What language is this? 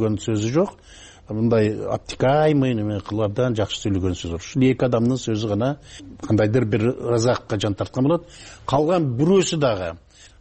Kyrgyz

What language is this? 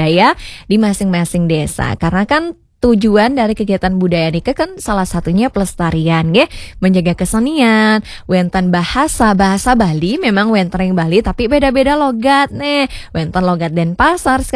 Balinese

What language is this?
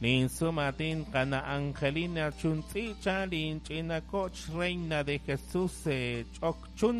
Kekchí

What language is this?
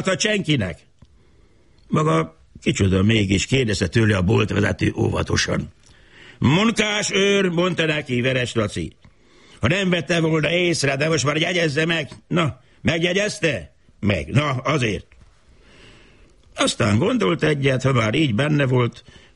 Hungarian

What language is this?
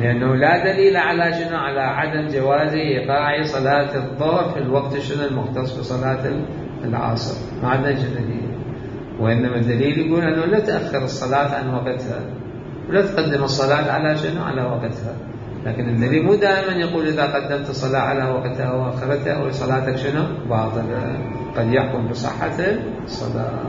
Mesopotamian Arabic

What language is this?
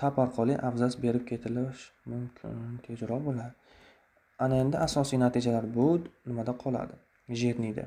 Uzbek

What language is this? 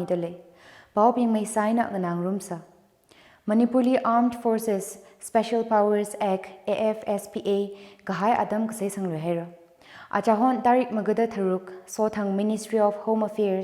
Tangkhul Naga (India)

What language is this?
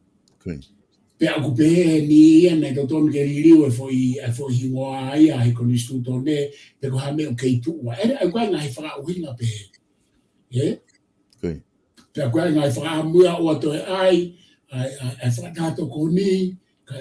Tongan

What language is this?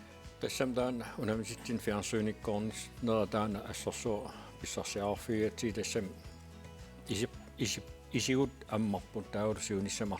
Kalaallisut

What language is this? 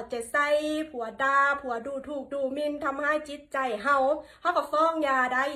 Lao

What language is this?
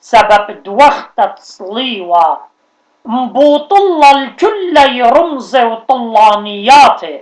Assyrian Neo-Aramaic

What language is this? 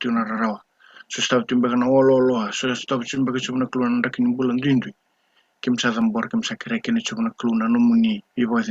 Fijian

